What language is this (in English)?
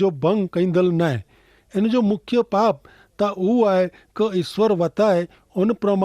Kachhi